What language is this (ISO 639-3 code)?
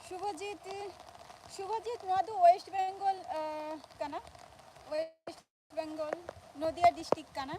sat